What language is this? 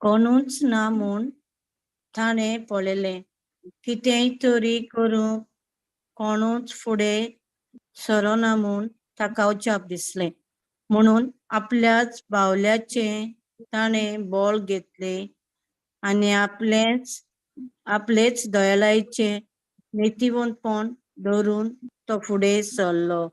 Konkani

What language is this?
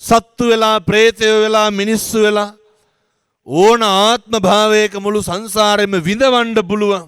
Sinhala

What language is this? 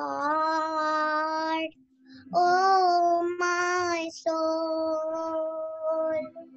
Telugu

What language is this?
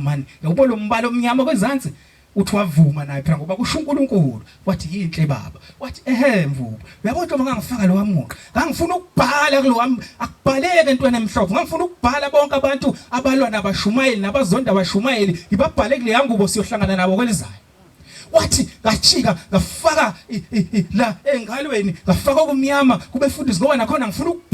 Zulu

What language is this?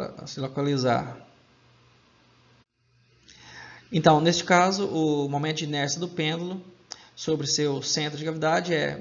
Portuguese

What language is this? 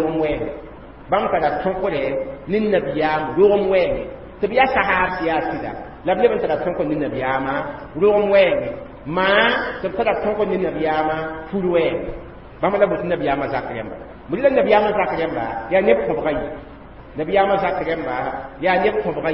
Mossi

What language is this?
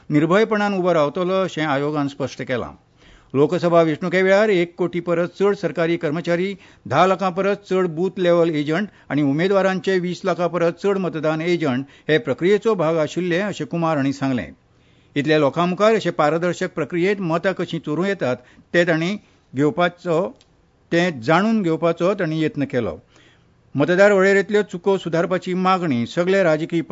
Konkani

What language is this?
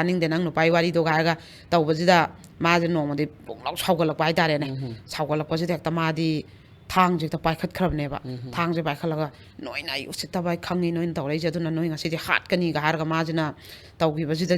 Manipuri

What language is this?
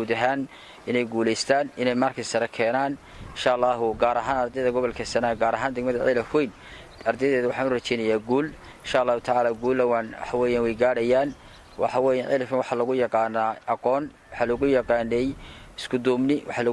Somali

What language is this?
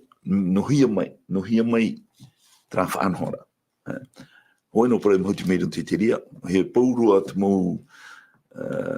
Tahitian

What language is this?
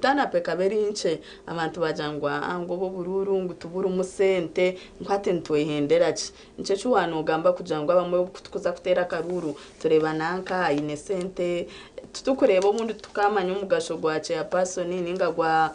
Nyankole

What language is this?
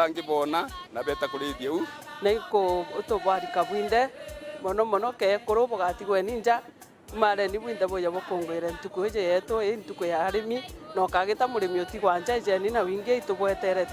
Meru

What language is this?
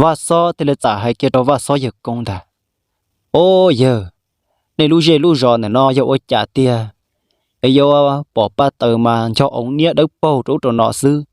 Hmong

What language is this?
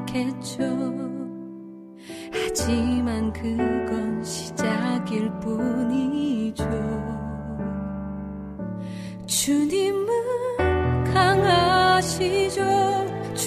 Korean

